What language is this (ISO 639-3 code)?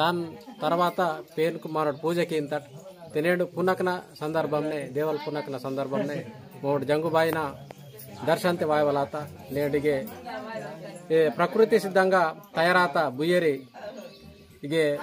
gon